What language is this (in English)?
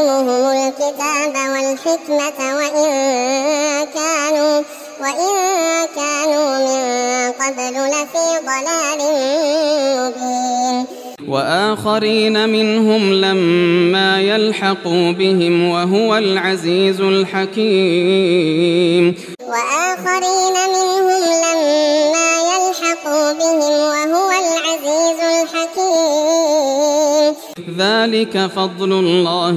Arabic